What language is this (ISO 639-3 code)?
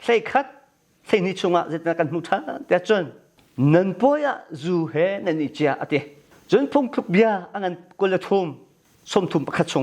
cnh